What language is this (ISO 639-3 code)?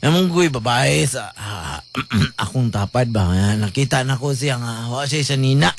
ceb